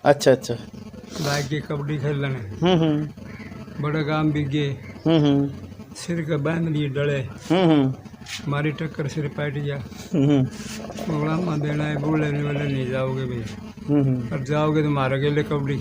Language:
Haryanvi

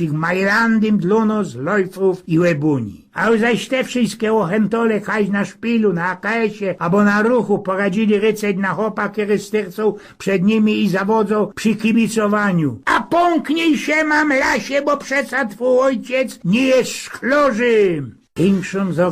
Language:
Silesian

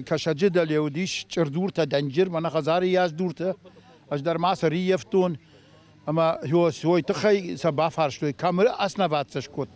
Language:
Ossetic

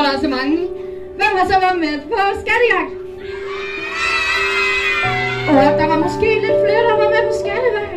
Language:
Danish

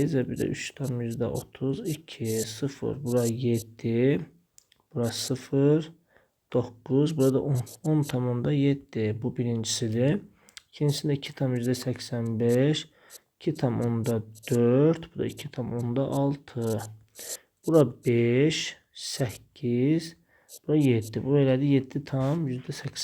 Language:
Azerbaijani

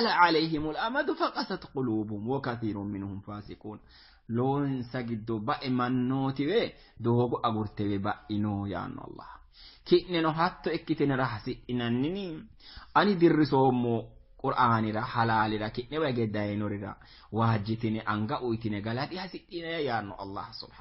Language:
Sidamo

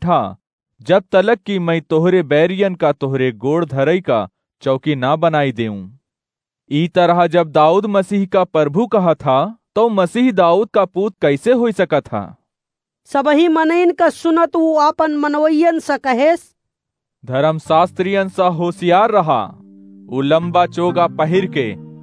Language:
Awadhi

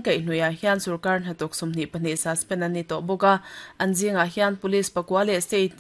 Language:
Mizo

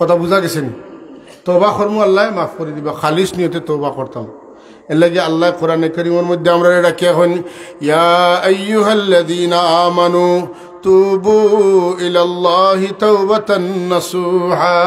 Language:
Sylheti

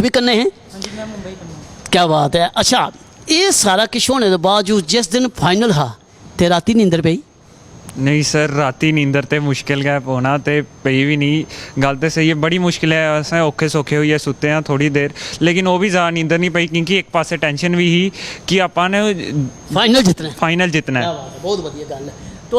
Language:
Dogri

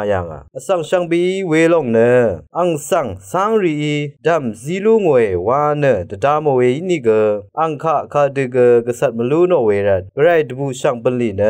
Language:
Rawang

